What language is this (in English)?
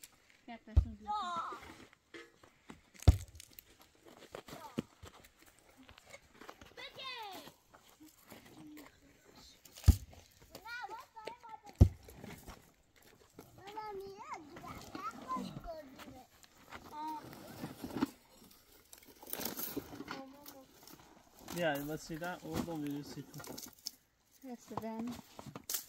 Persian